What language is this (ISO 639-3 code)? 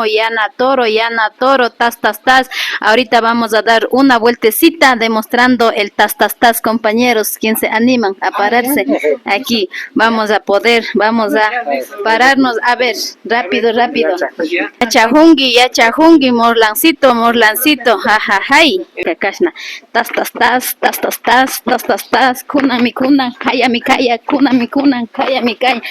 qvi